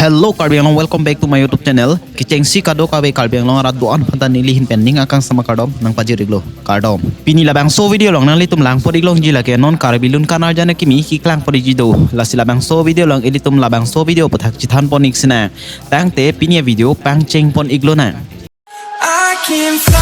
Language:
Karbi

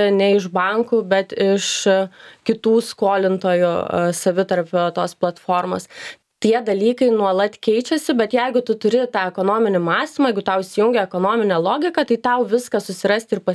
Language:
Lithuanian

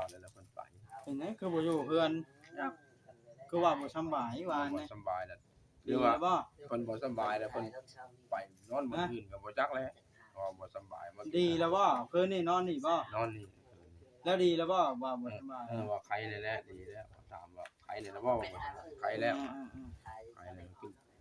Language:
Northeastern Thai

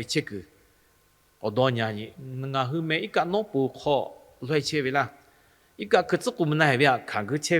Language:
Lahu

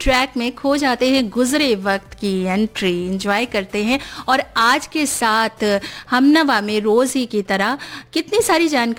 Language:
Hindi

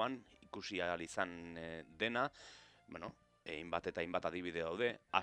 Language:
Basque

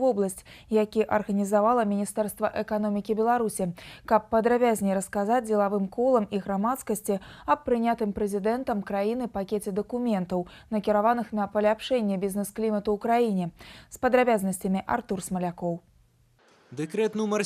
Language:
Belarusian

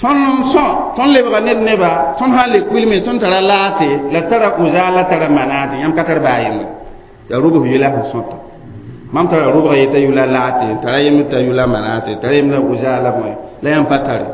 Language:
Mossi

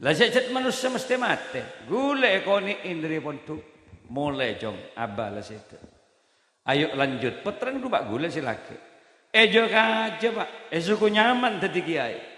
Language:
Madurese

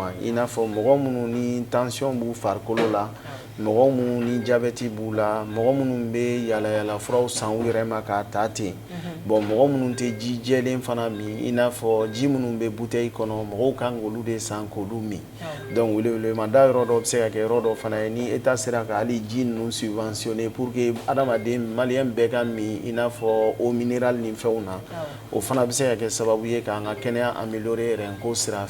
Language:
Bambara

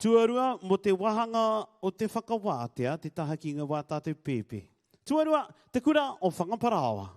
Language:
Māori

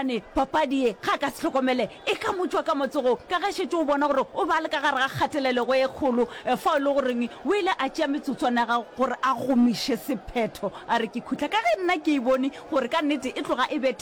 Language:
Northern Sotho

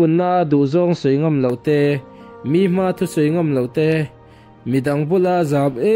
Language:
Mizo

